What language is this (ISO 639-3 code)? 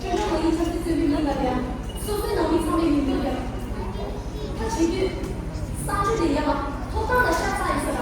bod